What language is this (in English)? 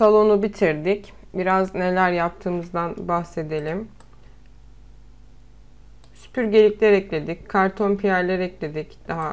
Turkish